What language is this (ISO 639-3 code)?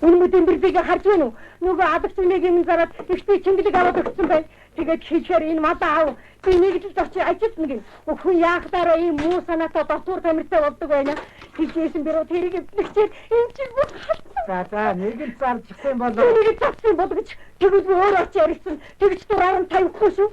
mon